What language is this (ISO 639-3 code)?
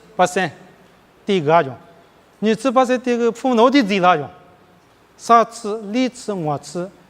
lis